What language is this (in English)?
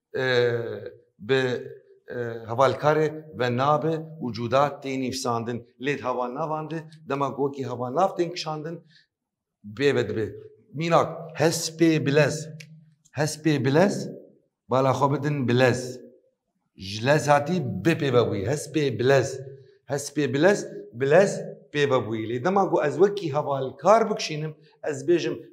Kurdish